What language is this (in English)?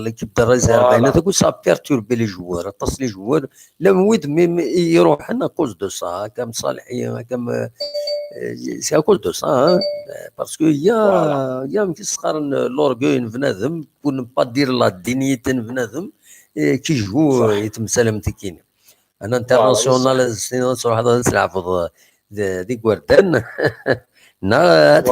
Kabyle